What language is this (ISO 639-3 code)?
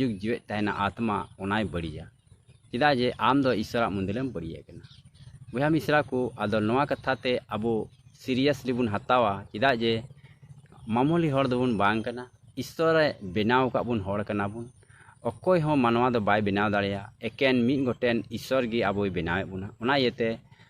sat